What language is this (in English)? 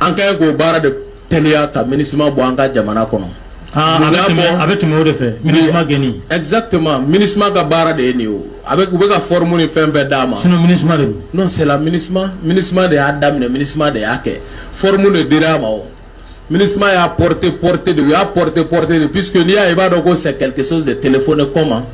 Bambara